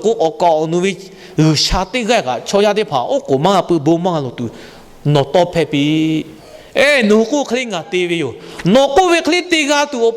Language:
Lahu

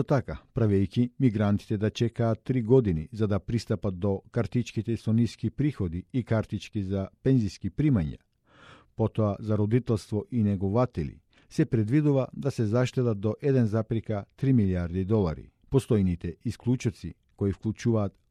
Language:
Macedonian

